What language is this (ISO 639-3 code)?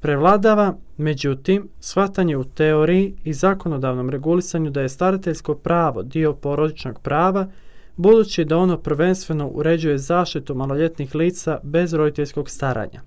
srp